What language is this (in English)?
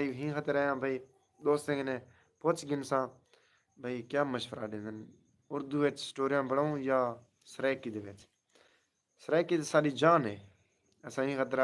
Saraiki